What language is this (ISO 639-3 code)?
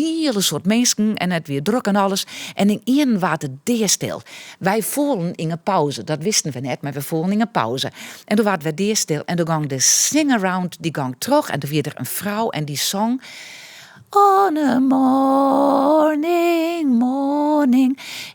fry